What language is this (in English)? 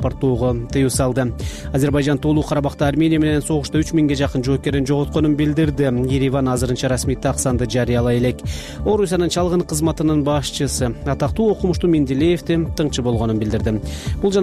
Kyrgyz